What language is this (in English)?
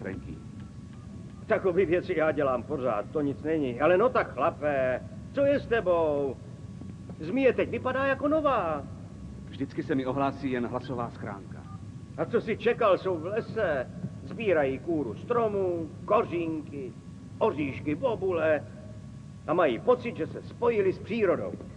Czech